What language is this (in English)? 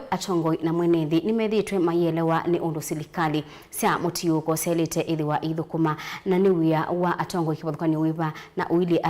Kamba